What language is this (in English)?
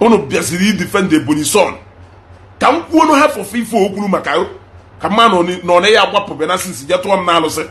Igbo